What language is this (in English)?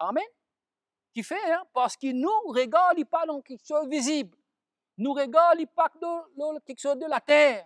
Morisyen